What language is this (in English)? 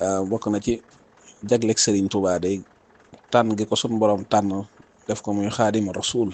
Wolof